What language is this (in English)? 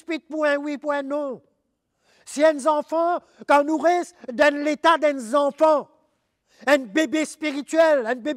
Morisyen